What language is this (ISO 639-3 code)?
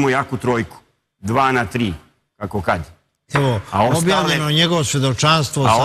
srp